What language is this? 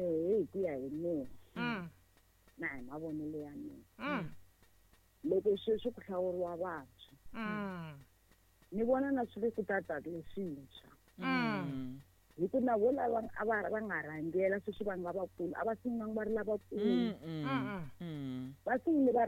Tsonga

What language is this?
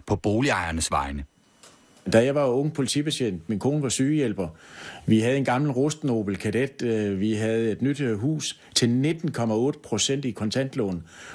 Danish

